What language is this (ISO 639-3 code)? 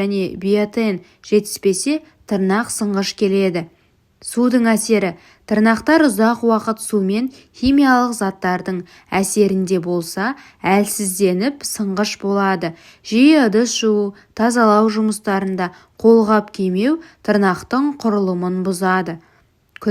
kaz